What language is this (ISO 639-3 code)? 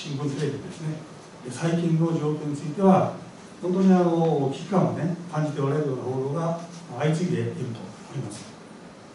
jpn